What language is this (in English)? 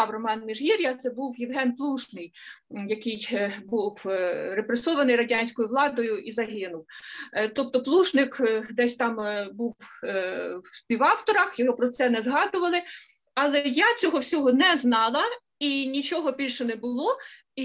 Ukrainian